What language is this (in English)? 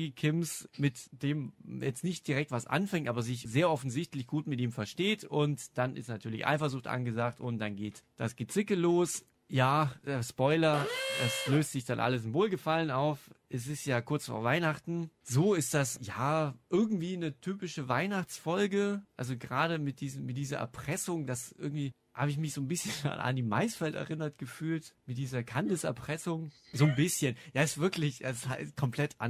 German